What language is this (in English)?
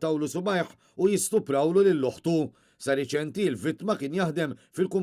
Maltese